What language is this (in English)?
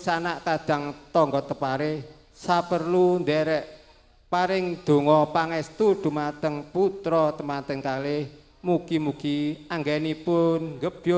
Javanese